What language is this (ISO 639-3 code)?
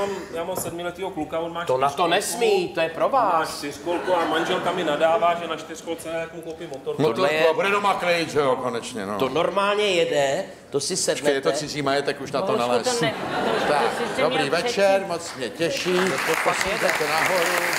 ces